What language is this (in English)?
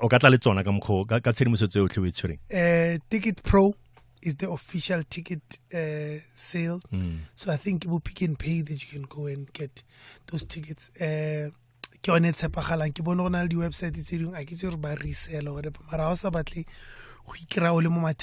Tswana